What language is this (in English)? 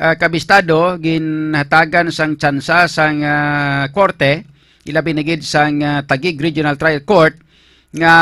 Hiligaynon